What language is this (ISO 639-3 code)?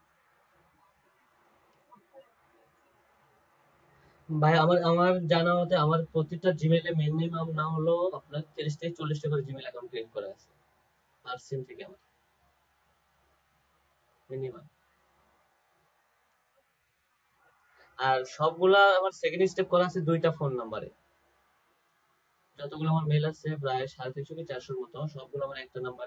ben